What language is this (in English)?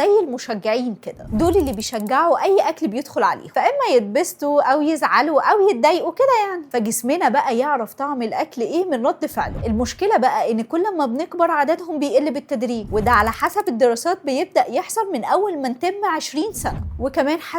Egyptian Arabic